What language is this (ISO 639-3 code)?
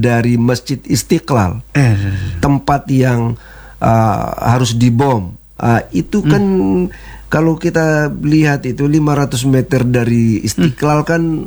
ind